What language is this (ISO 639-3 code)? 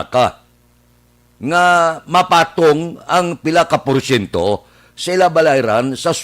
hil